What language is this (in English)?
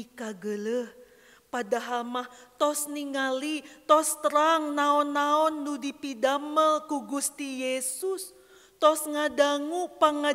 Sundanese